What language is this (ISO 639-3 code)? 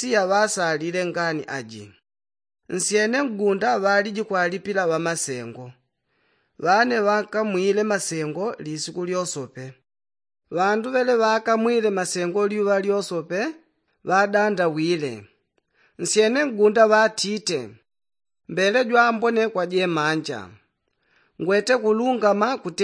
yao